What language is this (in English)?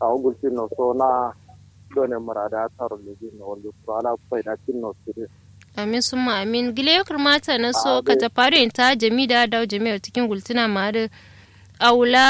Kanuri